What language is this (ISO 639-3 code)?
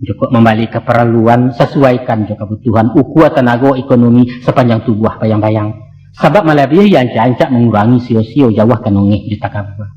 min